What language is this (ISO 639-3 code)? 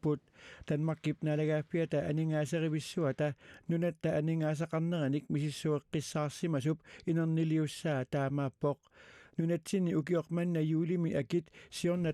kal